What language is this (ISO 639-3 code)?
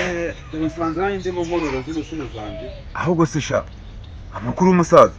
kin